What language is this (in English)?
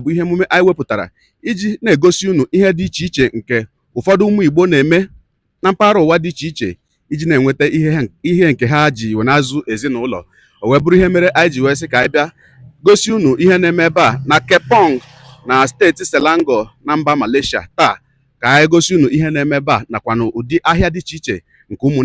Igbo